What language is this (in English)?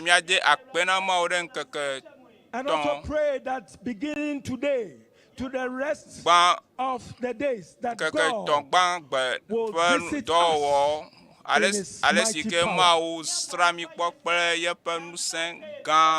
Ewe